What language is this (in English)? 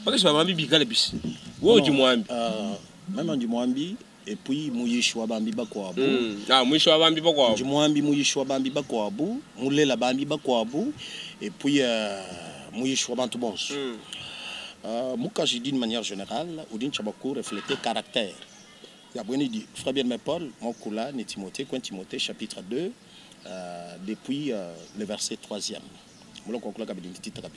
Luba-Lulua